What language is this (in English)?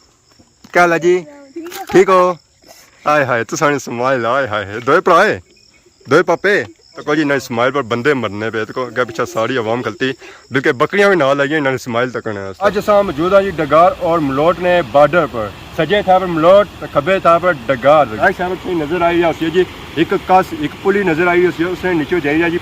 Pahari-Potwari